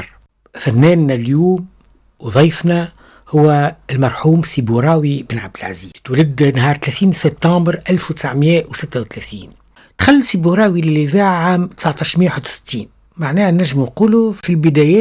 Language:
Tunisian Arabic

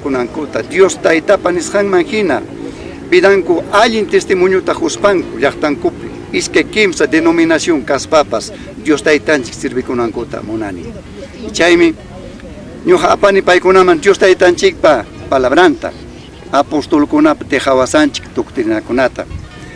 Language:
Ayacucho Quechua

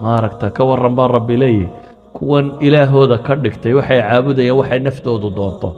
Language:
Somali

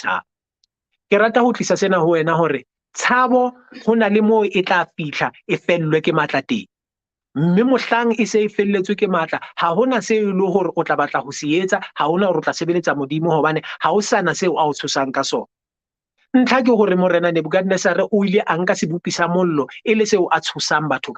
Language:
Southern Sotho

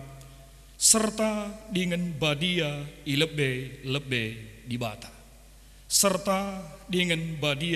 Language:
Batak Karo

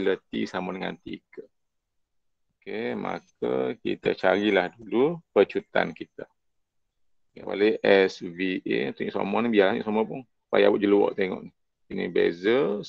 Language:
Malay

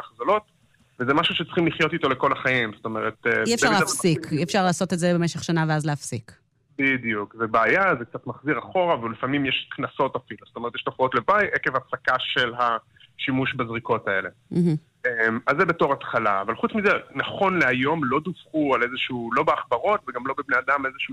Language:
Hebrew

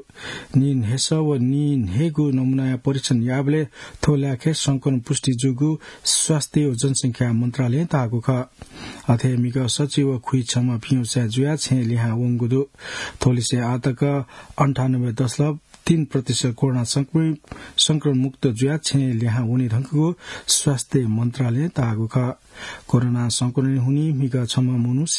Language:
Newari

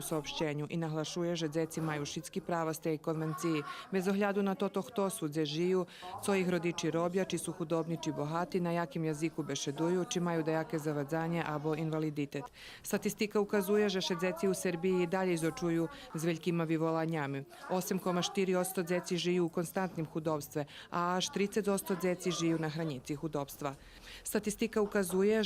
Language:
Rusyn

